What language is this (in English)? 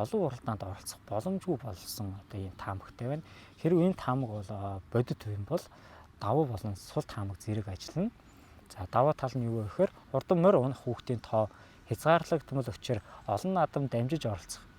Mongolian